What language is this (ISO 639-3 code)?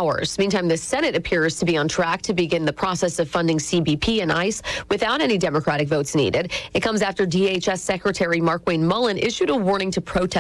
eng